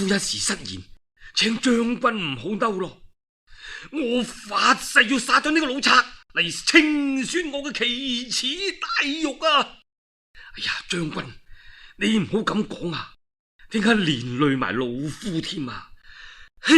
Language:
Cantonese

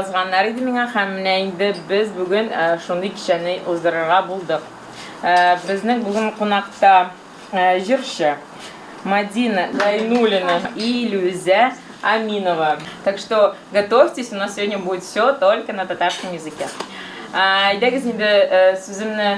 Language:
Tatar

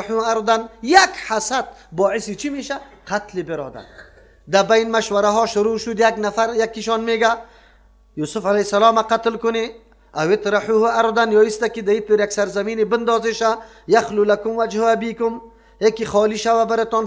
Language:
Persian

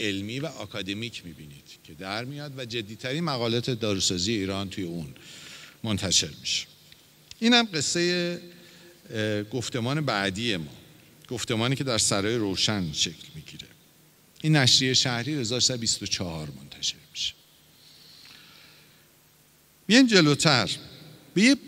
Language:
Persian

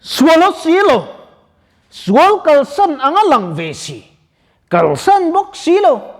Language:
Mizo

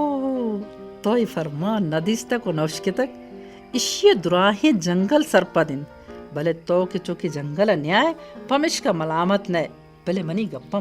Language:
Baluchi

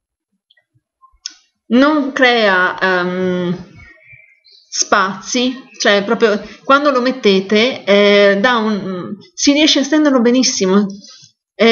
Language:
Italian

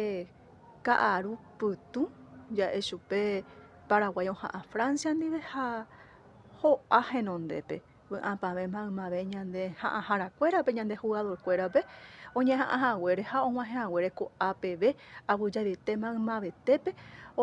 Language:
Guarani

